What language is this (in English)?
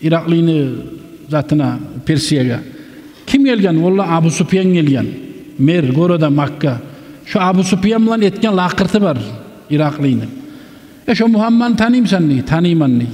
Kumyk